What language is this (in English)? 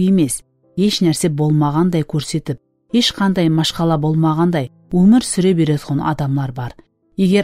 Kara-Kalpak